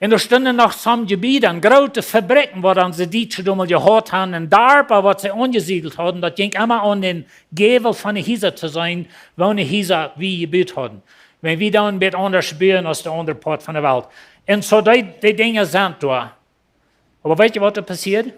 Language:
Plautdietsch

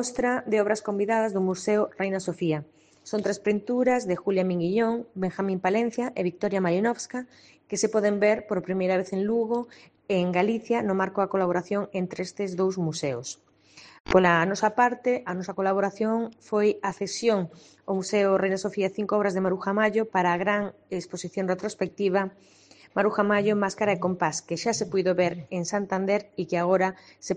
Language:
Galician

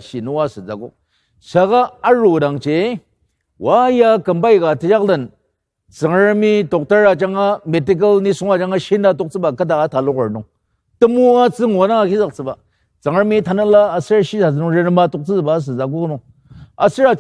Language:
Ao Naga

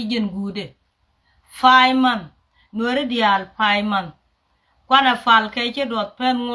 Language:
Nuer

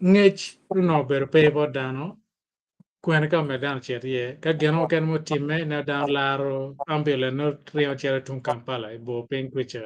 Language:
Acoli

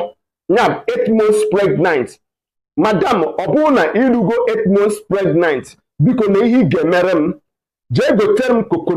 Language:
Igbo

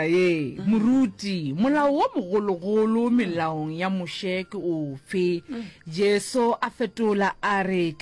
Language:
Northern Sotho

